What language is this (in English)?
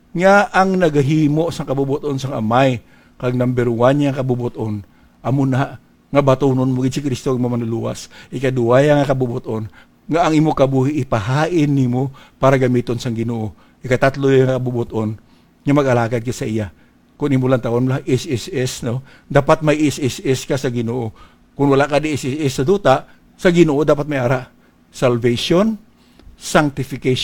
Hiligaynon